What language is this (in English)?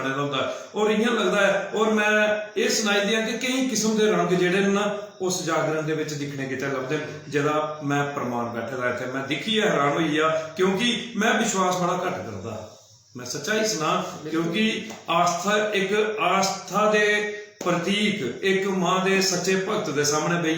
Dogri